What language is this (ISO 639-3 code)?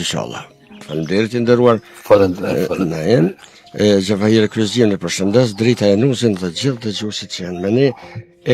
sqi